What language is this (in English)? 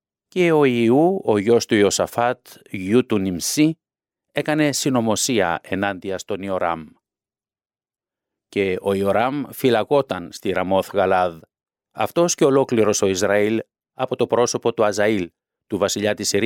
Greek